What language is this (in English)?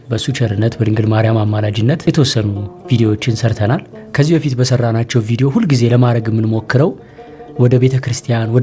Amharic